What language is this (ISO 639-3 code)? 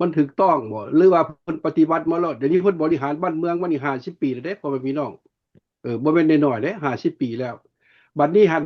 lao